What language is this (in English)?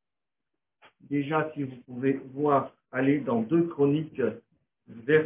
French